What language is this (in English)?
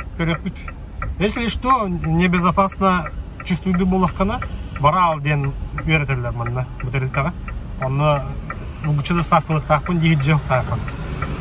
Yakut